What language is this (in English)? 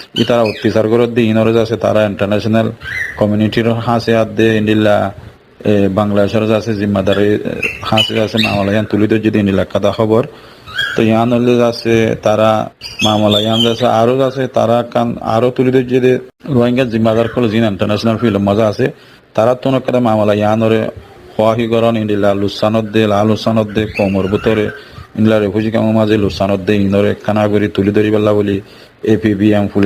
Rohingya